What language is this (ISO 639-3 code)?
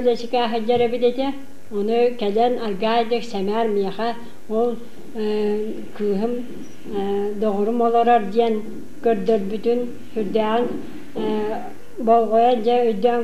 sah